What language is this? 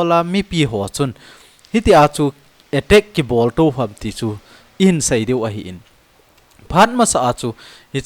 Thado Chin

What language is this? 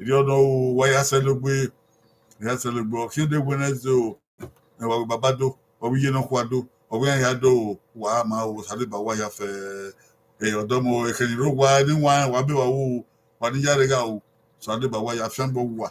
Bini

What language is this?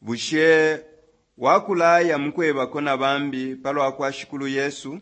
Bemba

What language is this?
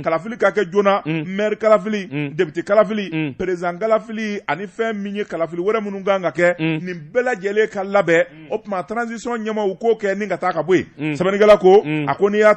Bambara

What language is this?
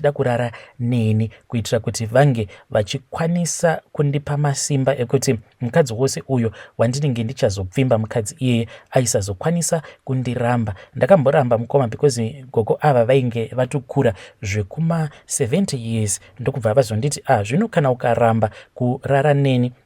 Shona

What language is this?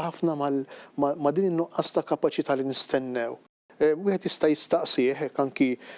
Maltese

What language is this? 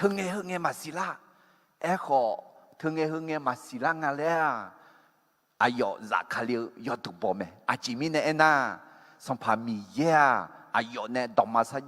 Akha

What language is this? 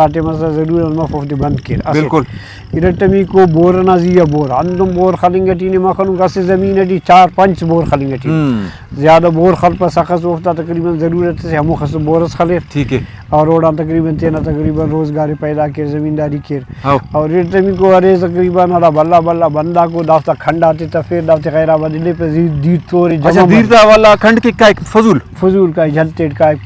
Brahui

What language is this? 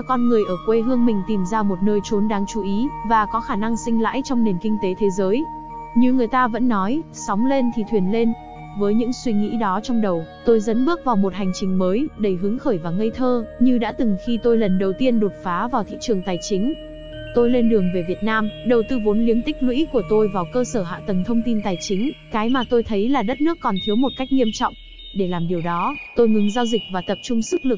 Vietnamese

